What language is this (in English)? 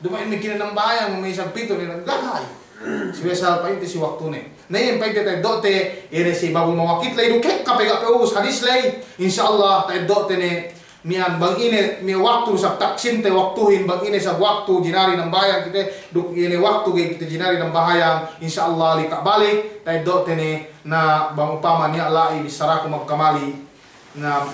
Yakan